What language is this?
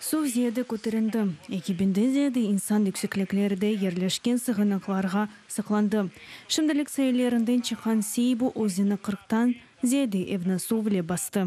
Crimean Tatar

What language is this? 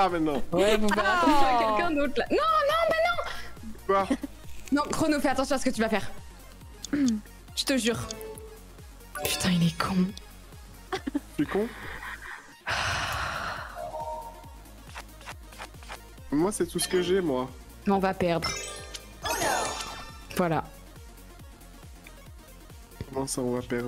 French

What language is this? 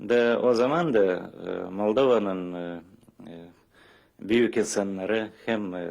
Gagauz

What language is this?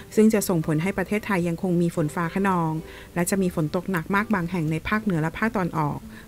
Thai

